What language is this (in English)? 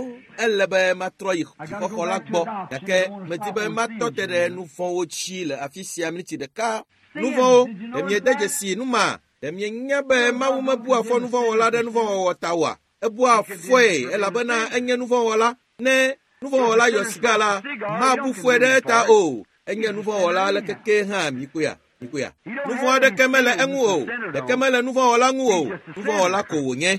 Ewe